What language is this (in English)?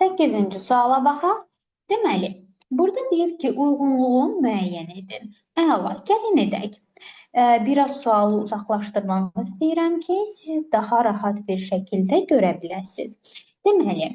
Azerbaijani